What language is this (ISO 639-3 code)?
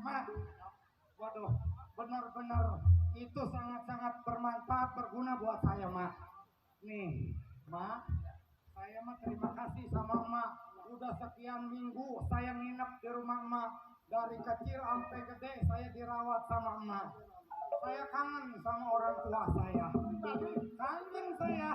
bew